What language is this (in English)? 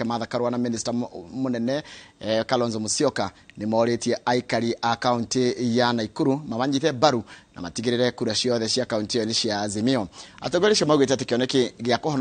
Kikuyu